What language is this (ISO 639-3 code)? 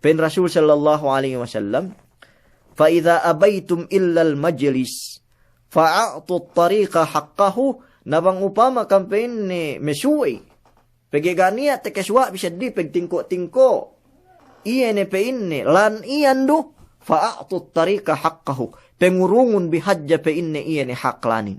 yka